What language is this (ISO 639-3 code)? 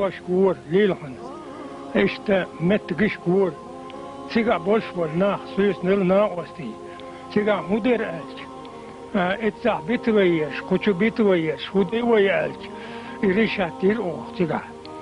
che